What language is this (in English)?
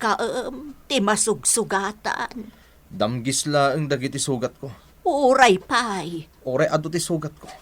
Iloko